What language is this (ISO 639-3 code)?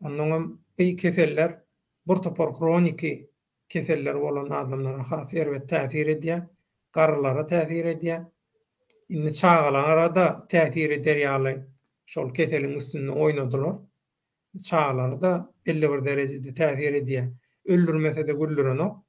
tuk